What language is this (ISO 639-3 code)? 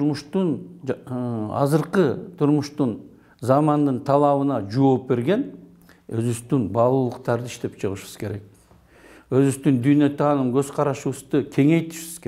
kir